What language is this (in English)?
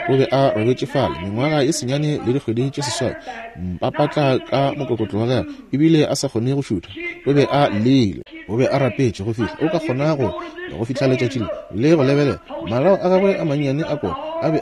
Northern Sotho